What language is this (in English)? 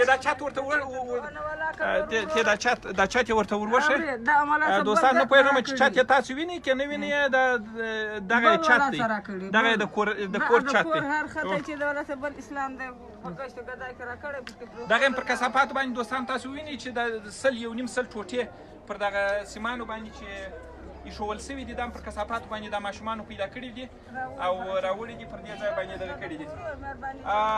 Pashto